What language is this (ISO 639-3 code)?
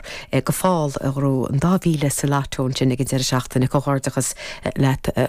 gle